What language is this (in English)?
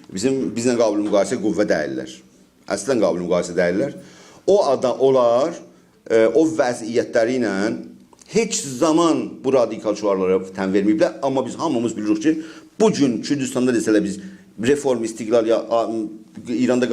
South Azerbaijani